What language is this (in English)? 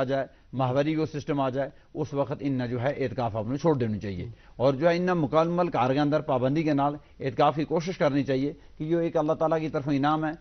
Gujari